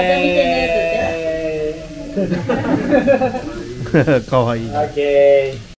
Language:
Japanese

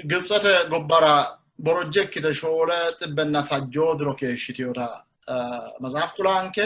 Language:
Sidamo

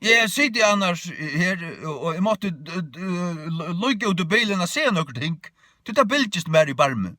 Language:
Faroese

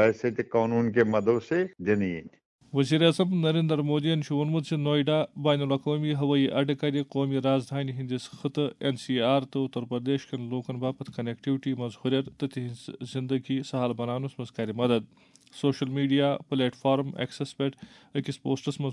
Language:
Kashmiri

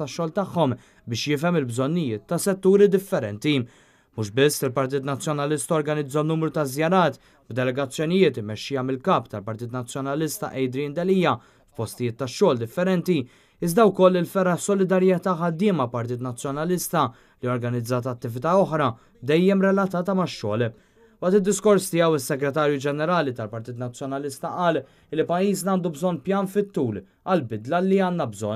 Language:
Maltese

